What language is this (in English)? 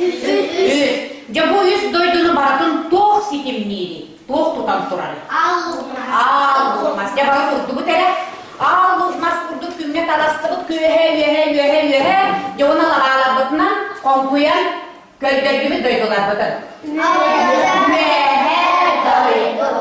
Yakut